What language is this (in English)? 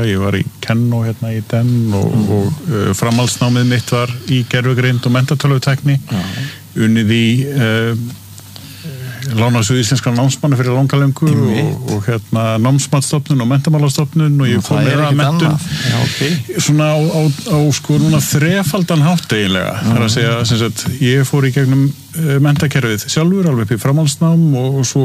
Icelandic